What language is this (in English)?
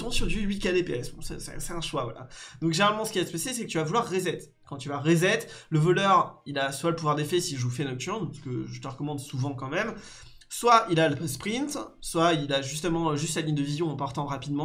French